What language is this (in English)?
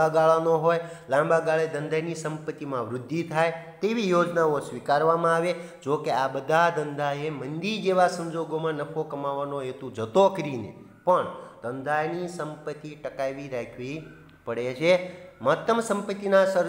Gujarati